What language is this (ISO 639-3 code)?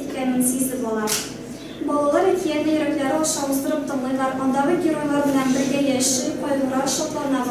tat